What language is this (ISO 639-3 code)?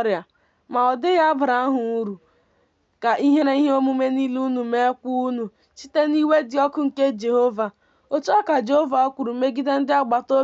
ibo